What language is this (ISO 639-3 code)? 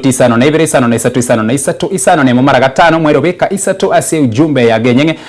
guz